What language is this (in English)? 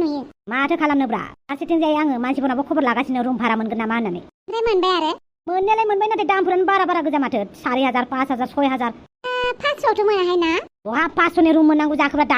Bodo